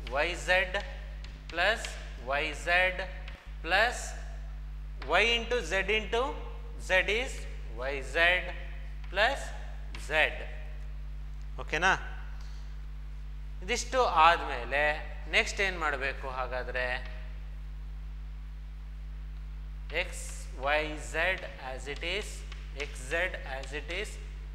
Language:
Kannada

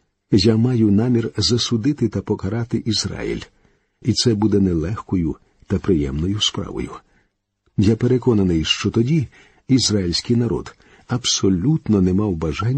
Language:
Ukrainian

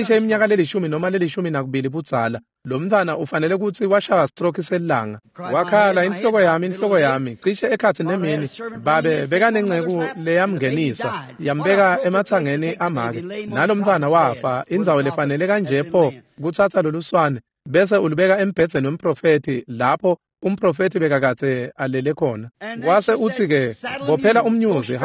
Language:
Swati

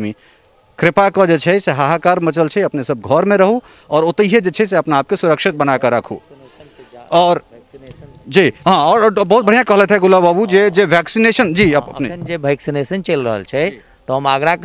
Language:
Maithili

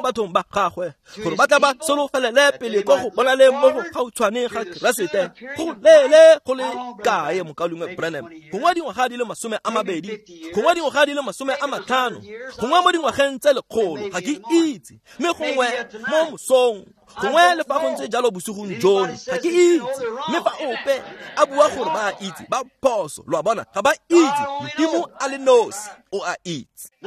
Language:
Tswana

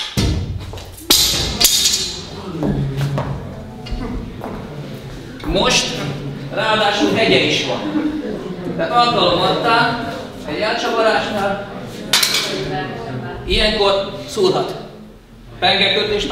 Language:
Hungarian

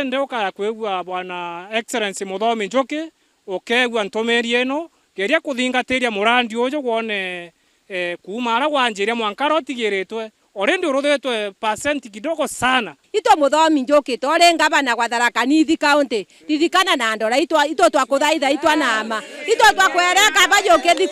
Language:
Meru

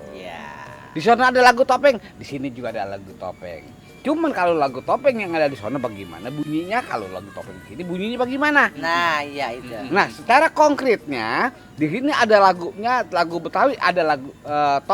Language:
Betawi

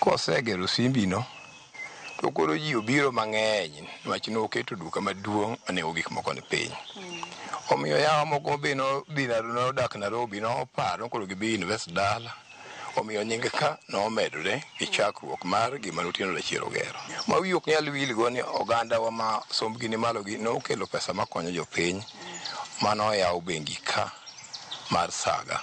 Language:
Luo (Kenya and Tanzania)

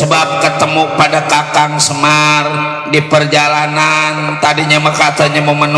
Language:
Betawi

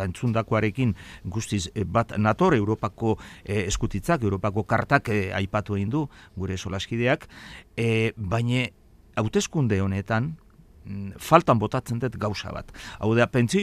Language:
Basque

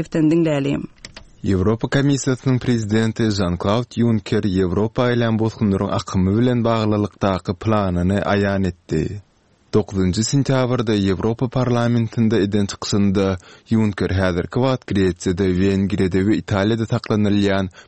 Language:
Turkmen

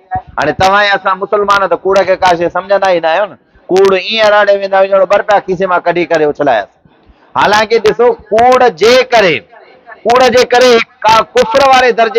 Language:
Sindhi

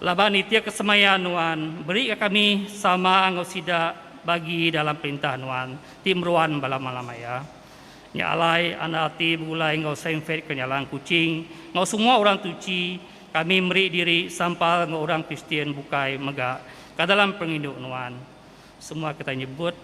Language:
Iban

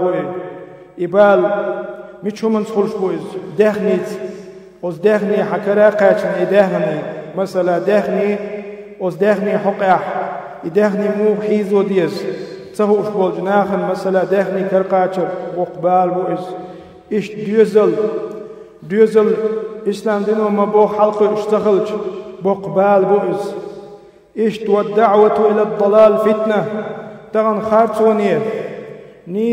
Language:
Chechen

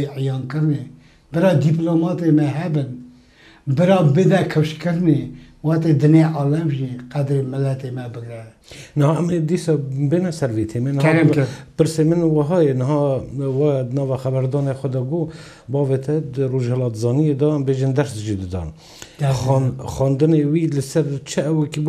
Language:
Kurdish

